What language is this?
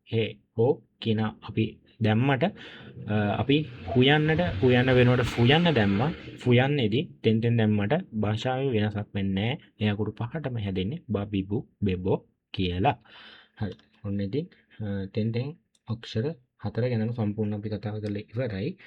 Sinhala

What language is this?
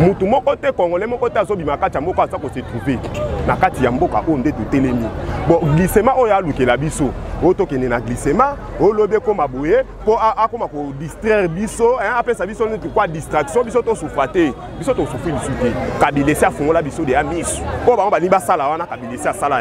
Lingala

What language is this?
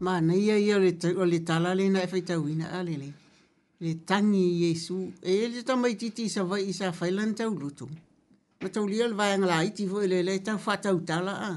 Samoan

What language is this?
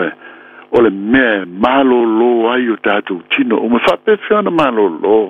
Samoan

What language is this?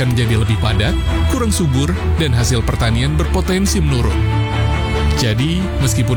Indonesian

